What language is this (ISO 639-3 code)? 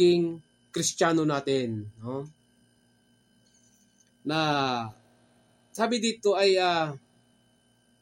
fil